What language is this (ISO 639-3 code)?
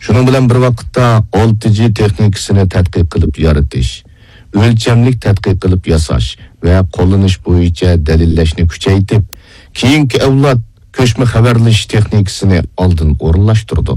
uig